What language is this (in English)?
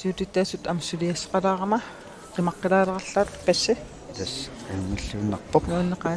Kalaallisut